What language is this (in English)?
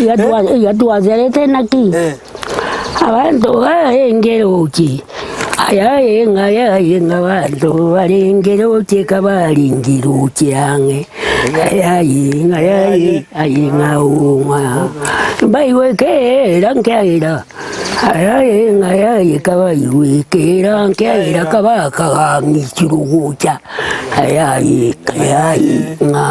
Gusii